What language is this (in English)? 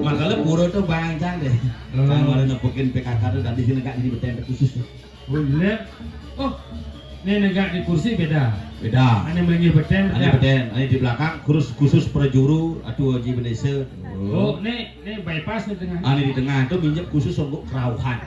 Balinese